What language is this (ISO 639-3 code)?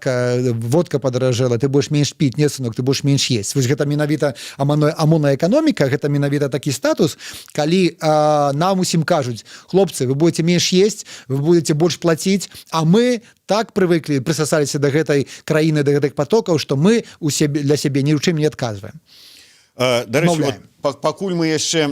bel